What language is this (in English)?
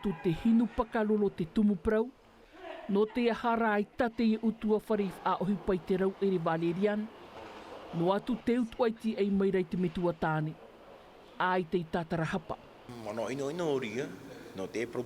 Tahitian